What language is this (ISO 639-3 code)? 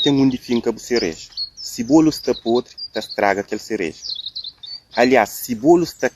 kea